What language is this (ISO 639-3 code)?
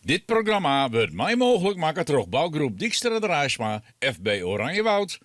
fry